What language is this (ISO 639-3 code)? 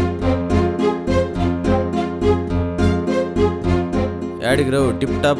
tel